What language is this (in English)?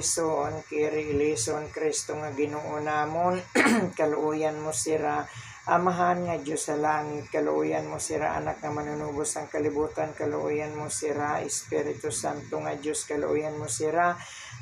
Waray